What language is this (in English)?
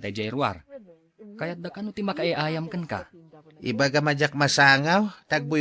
Iloko